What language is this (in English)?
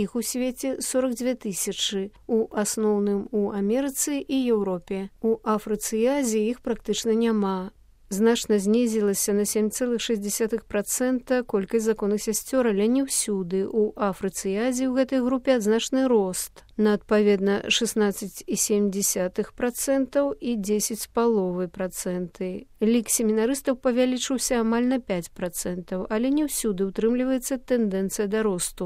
Belarusian